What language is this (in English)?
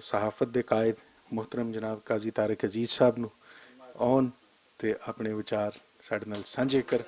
Western Panjabi